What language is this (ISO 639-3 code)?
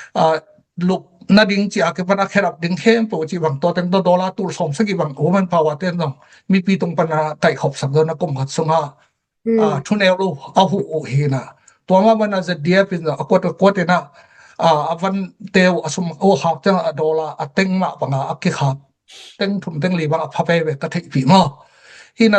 ctd